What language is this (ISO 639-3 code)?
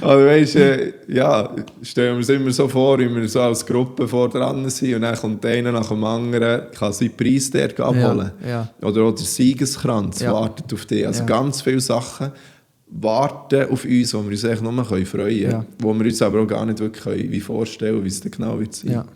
gsw